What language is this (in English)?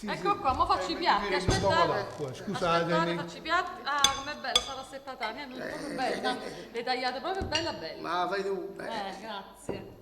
Neapolitan